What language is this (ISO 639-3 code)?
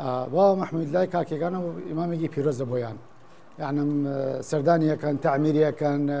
ckb